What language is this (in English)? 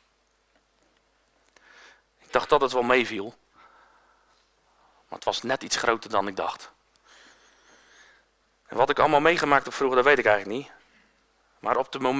Dutch